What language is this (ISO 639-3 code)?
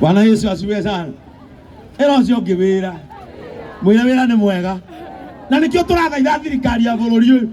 kik